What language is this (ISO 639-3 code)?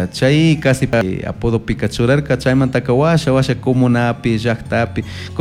qug